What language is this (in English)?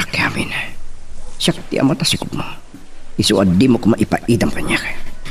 Iloko